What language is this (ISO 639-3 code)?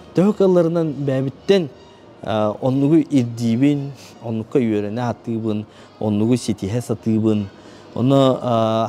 sah